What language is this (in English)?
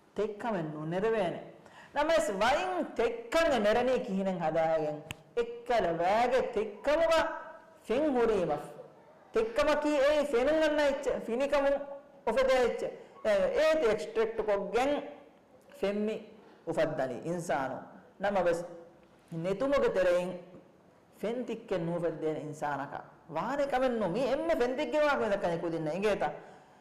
Divehi